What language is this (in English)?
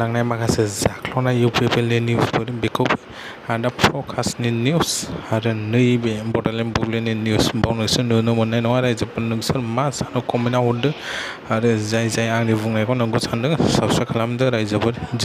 Bodo